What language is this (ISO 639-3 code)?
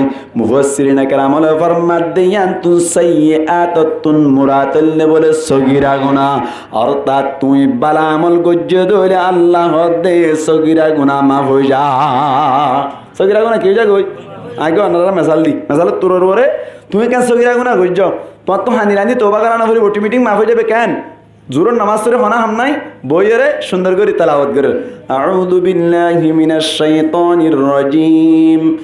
rhg